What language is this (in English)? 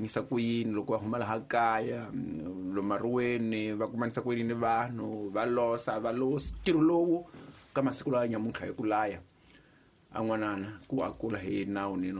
Tsonga